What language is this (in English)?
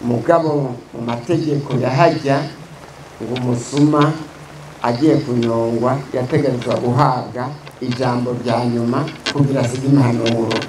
Rundi